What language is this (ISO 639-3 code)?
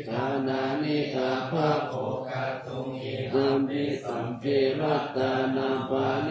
pli